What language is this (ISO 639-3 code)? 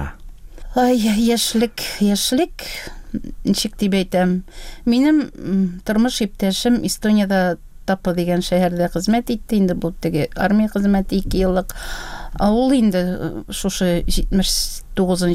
tat